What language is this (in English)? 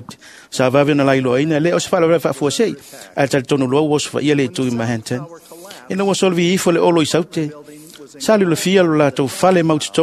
Samoan